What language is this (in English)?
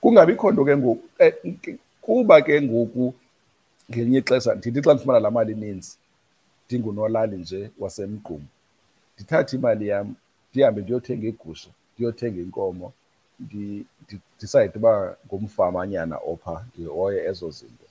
Xhosa